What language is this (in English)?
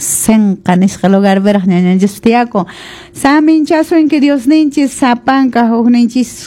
Quechua